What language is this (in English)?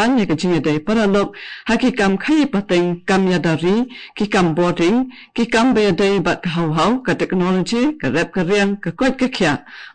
Khasi